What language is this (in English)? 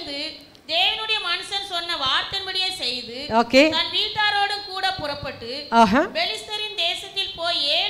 Tamil